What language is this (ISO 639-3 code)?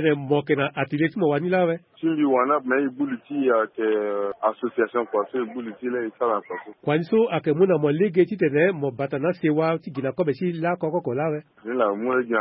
sag